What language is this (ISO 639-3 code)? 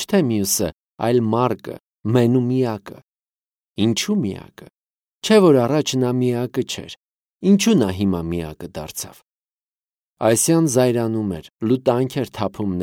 hye